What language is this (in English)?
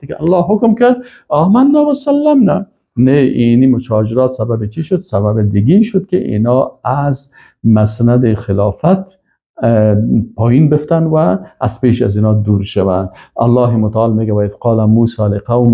Persian